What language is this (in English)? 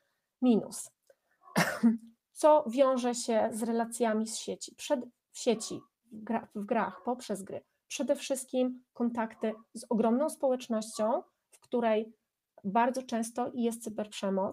Polish